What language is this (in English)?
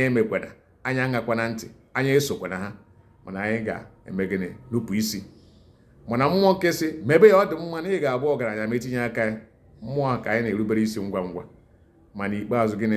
Igbo